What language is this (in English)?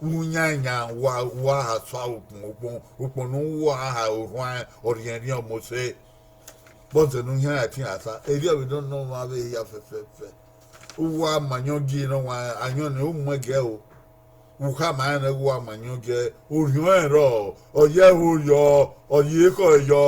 Bini